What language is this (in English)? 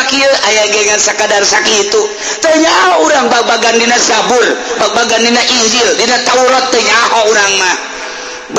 Sundanese